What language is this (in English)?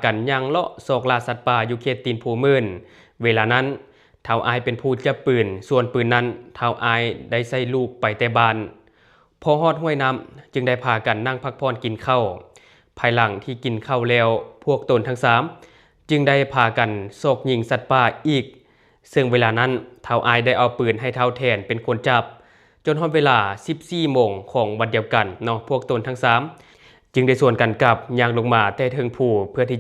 Lao